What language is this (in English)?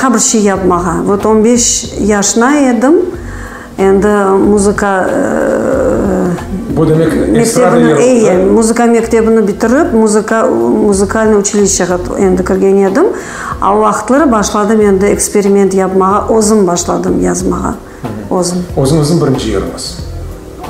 Crimean Tatar